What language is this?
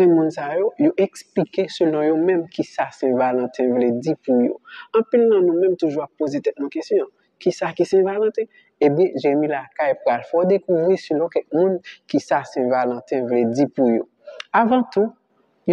Haitian Creole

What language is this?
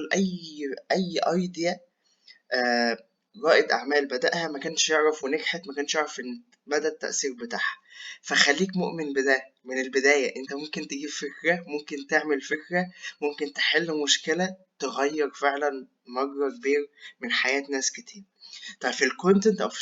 Egyptian Arabic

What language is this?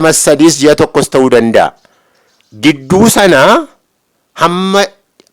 Oromo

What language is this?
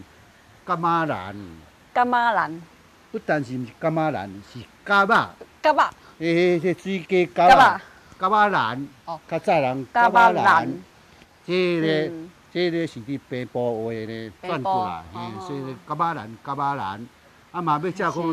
Min Nan Chinese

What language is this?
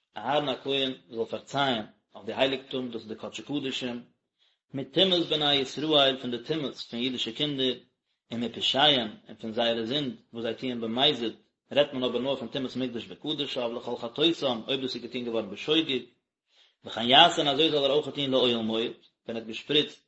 Yiddish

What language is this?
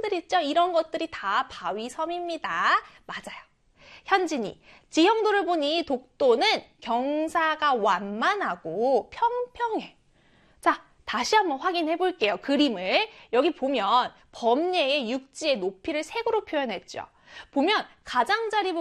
Korean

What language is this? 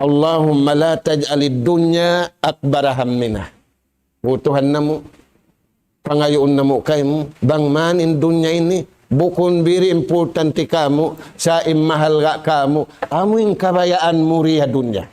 Tausug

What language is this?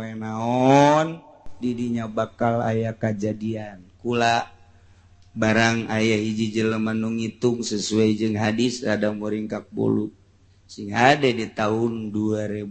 Sundanese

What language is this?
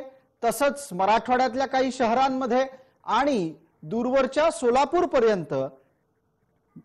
Marathi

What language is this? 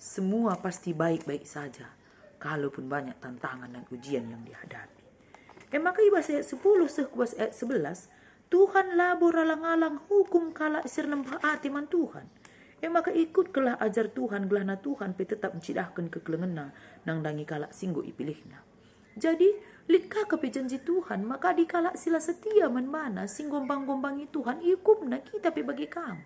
Batak Karo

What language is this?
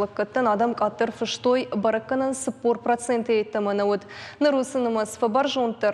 Ossetic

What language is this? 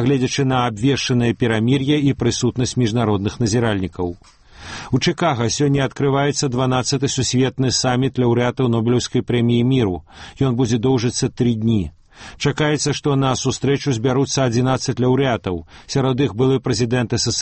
Belarusian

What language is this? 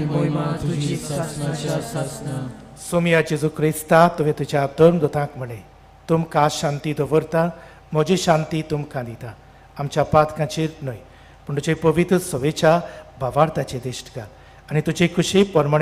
Konkani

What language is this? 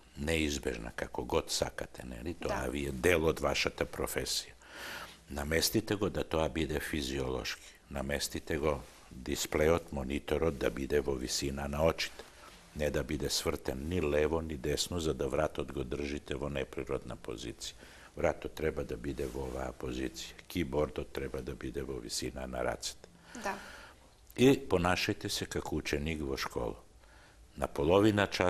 Macedonian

